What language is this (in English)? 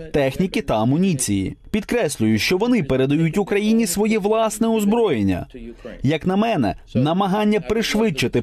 Ukrainian